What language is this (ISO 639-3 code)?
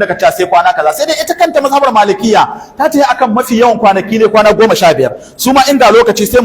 hau